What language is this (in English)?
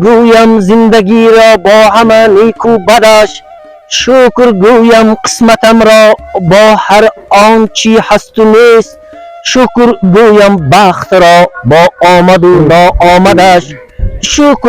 Tajik